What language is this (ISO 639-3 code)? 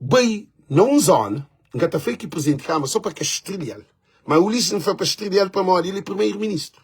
kea